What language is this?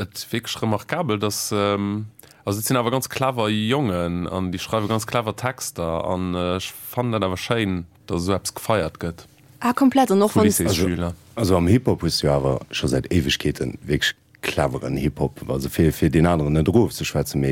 Luxembourgish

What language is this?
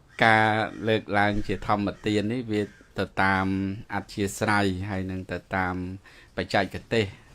Khmer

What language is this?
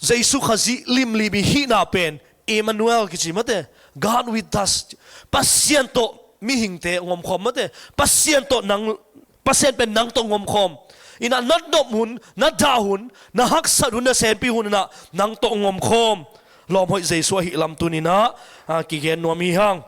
Tedim Chin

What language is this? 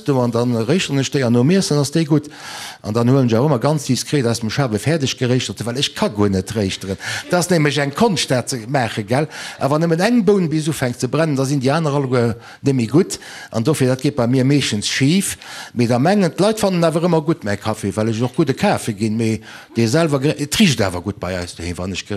Luxembourgish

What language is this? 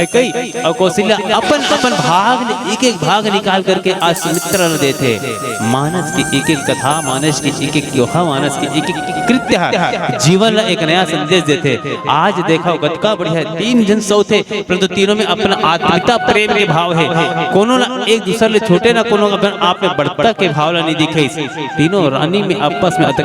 Chhattisgarhi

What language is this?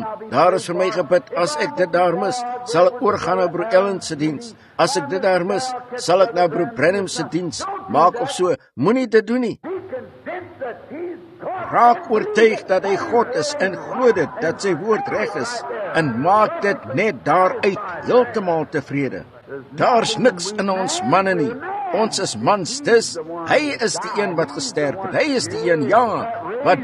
Afrikaans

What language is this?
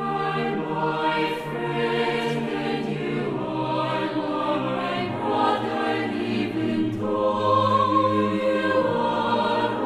South Bolivian Quechua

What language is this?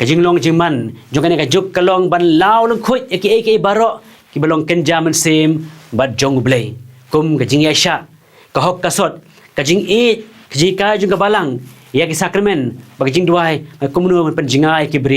Khasi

